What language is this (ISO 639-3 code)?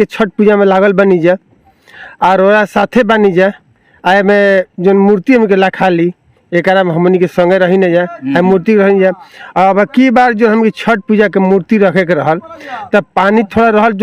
bho